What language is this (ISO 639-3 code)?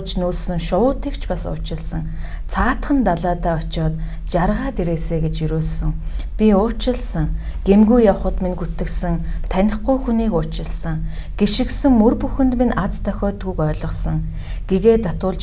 mon